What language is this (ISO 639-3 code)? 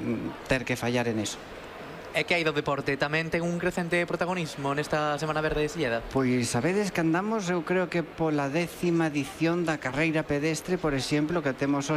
glg